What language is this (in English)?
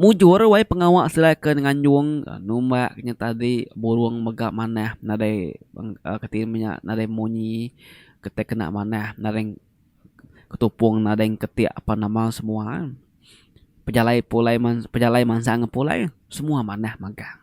Iban